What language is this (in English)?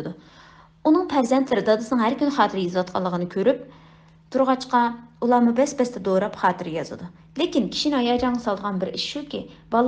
Uyghur